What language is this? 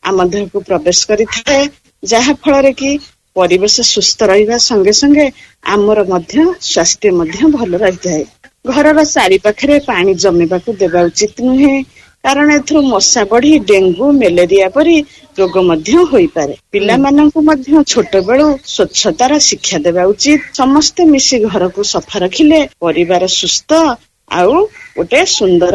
Odia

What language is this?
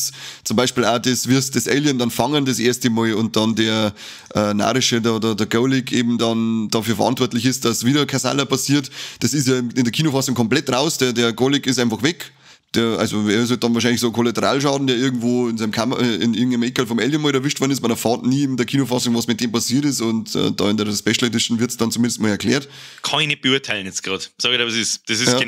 Bavarian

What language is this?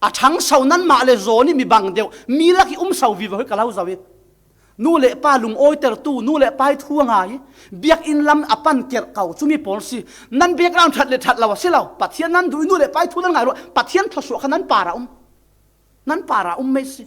Falam Chin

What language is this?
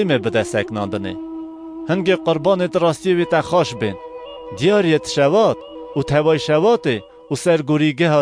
Kurdish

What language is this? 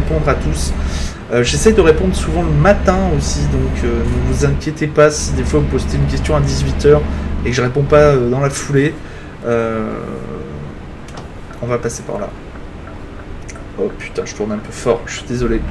French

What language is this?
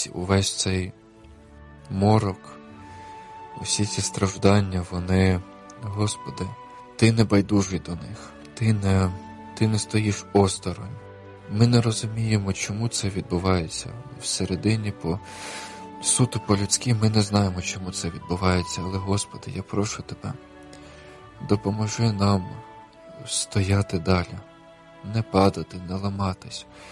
Ukrainian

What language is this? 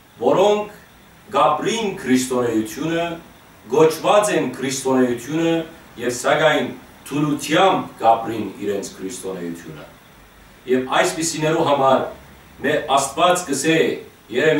Western Armenian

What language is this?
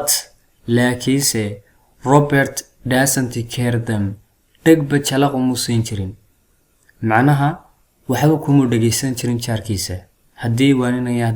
Somali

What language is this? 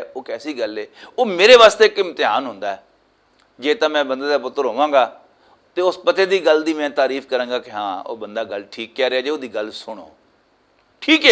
Western Panjabi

